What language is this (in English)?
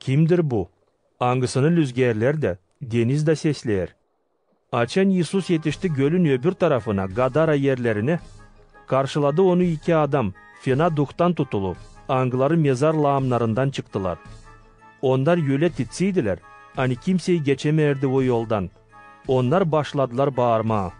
Gagauz